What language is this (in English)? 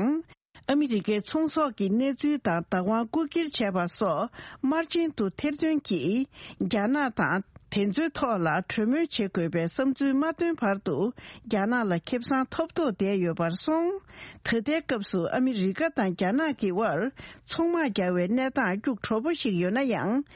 Tibetan